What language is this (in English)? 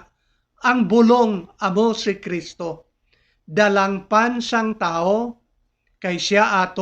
Hiligaynon